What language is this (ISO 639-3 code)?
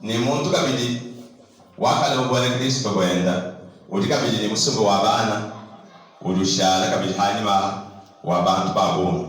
lua